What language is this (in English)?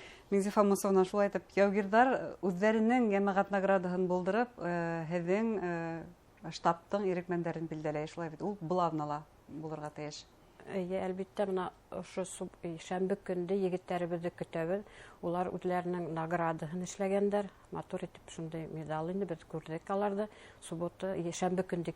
Bashkir